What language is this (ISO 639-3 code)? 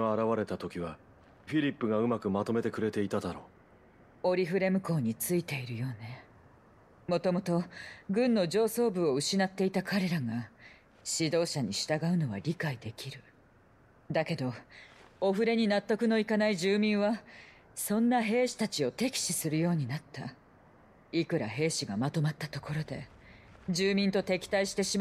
jpn